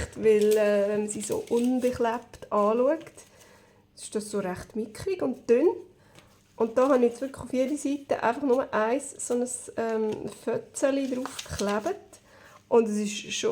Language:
Swiss German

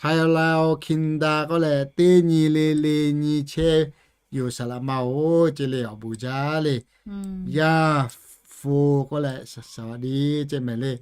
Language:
Lahu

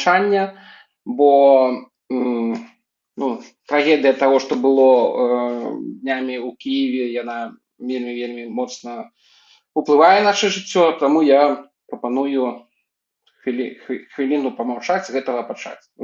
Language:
Belarusian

